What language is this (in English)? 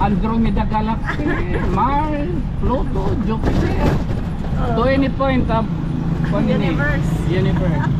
Waray